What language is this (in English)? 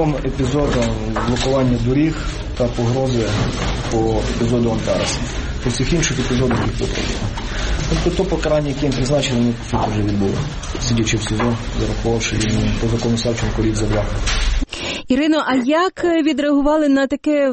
Ukrainian